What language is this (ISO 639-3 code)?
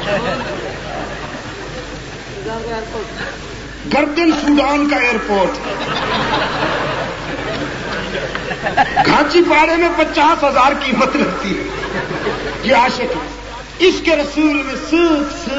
urd